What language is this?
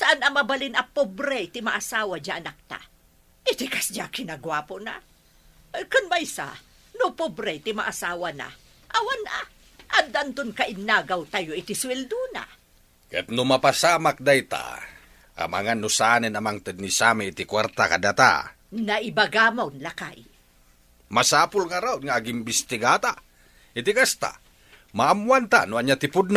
Iloko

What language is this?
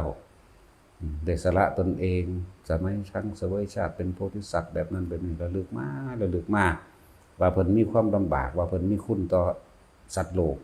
Northeastern Thai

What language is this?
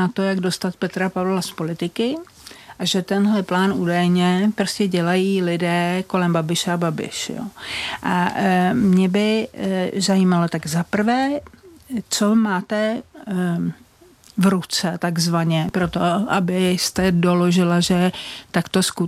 Czech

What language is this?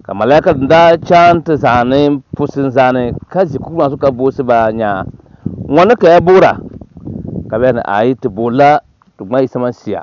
Dagbani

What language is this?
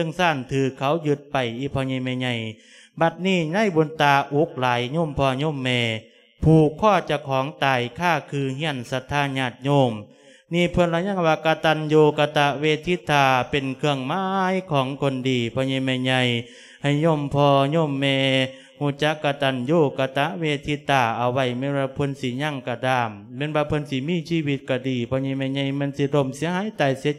Lao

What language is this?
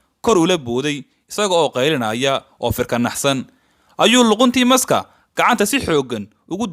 Somali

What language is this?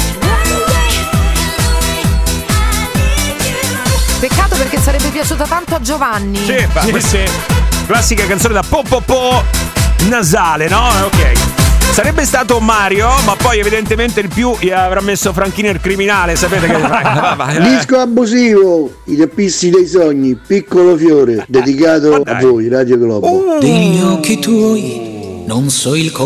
Italian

